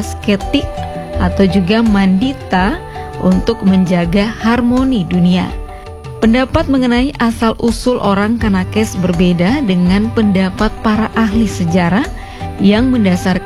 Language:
Indonesian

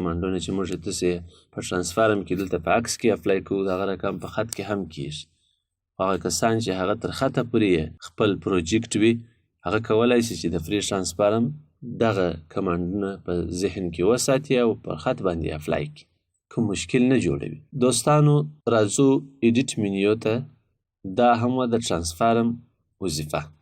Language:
Pashto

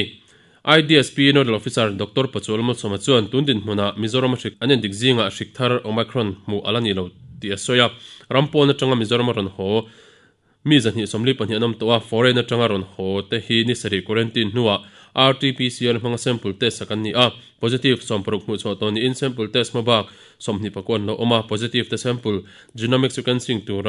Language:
Mizo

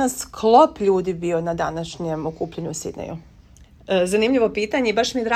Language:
Serbian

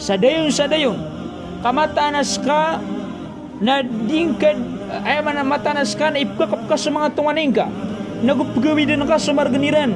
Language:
Maranao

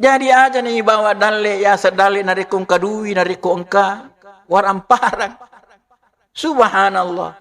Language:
Buginese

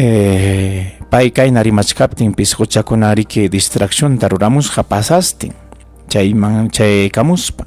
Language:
Ayacucho Quechua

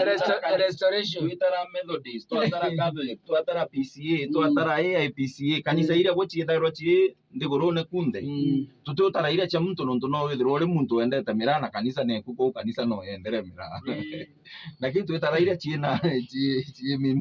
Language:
Meru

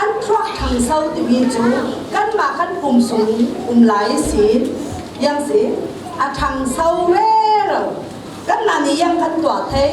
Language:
Falam Chin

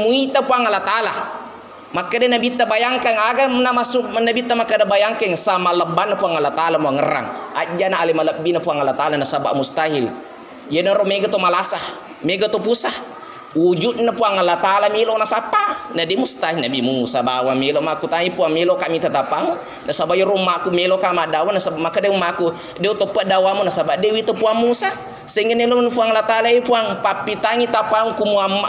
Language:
Buginese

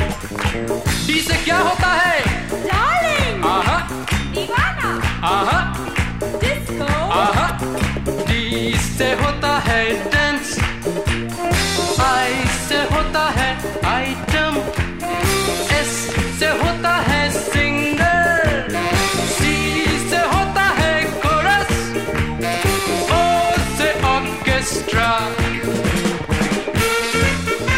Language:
Hindi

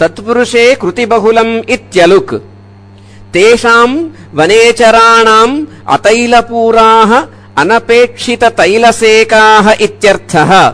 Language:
Sanskrit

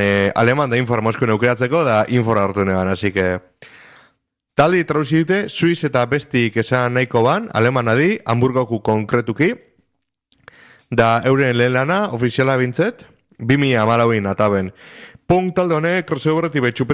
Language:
Basque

